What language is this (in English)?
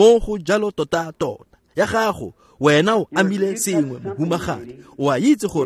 Tswana